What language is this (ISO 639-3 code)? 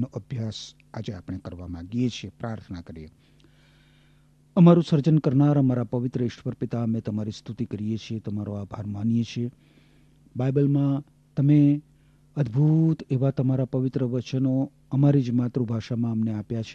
guj